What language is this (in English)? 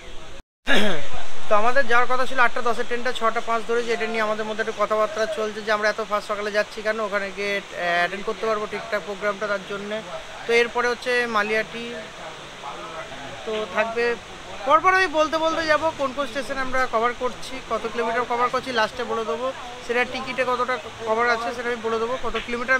Bangla